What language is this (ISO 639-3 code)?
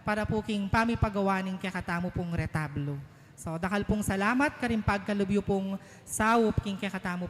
pam